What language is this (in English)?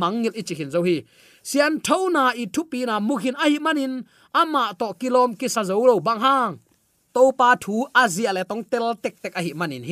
Tedim Chin